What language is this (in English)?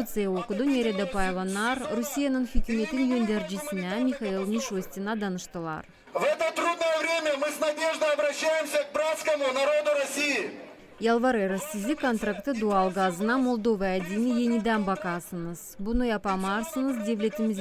Gagauz